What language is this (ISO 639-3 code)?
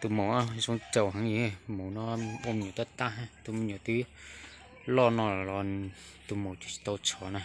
hmn